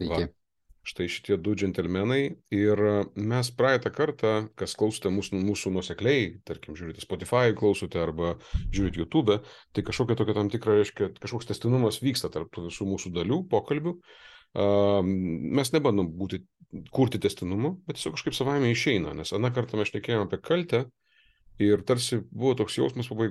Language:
Lithuanian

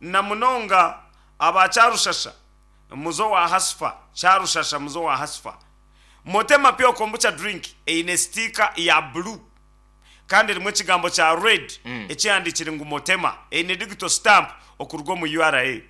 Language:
Nyankole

